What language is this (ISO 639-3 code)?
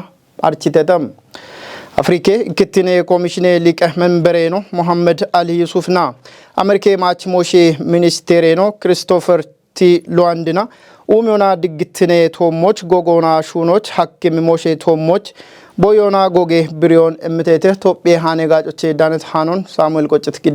kbr